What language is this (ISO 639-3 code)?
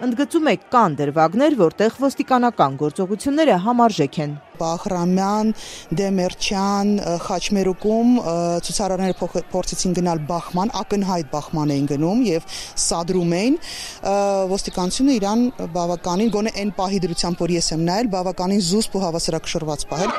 hye